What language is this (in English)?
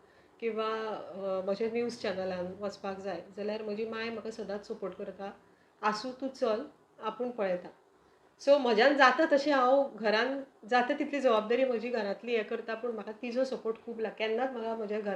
Konkani